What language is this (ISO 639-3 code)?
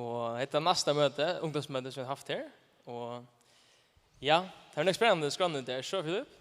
fao